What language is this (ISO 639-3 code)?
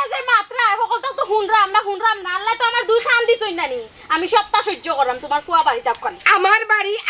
syl